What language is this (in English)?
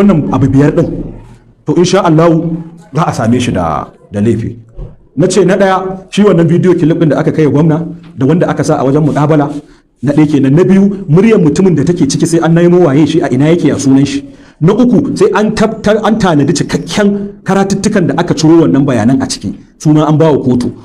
Hausa